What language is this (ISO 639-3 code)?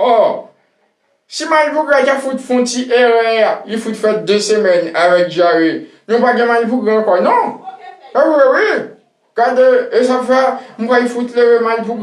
hat